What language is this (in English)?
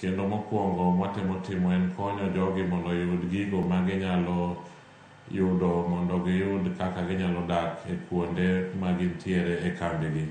Luo (Kenya and Tanzania)